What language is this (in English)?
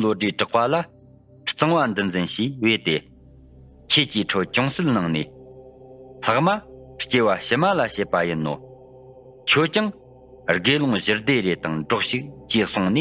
Tibetan